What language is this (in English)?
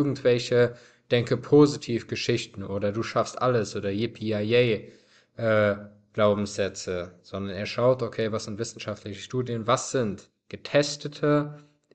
German